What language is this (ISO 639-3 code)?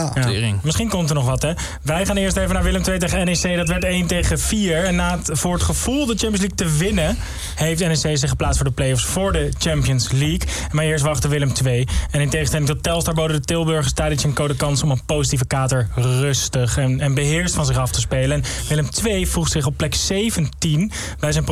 nld